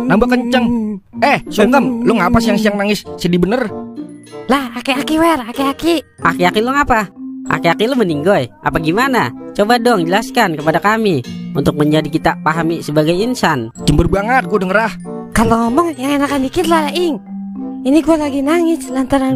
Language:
Betawi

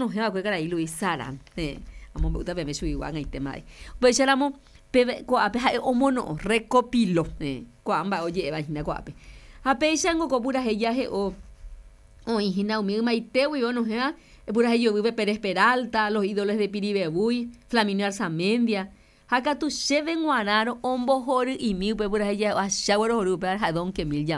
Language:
Guarani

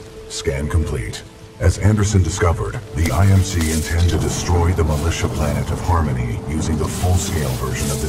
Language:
English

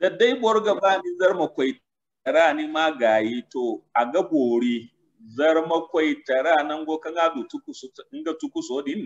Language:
Zarma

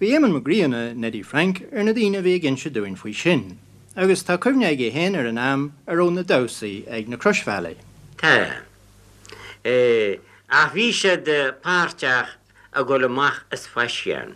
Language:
Irish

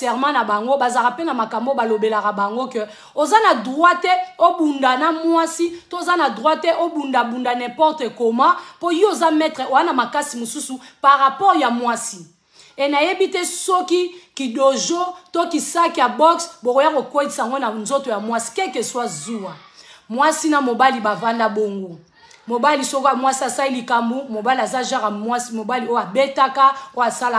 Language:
Lingala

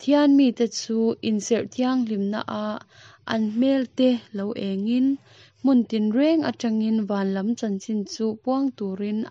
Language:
Mizo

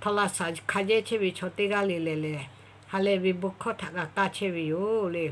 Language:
Lahu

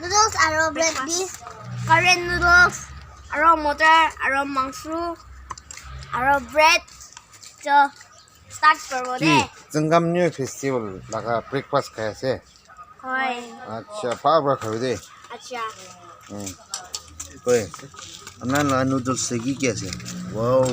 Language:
Naga Pidgin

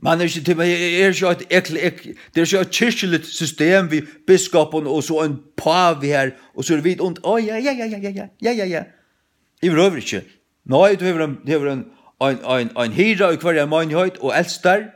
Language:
Faroese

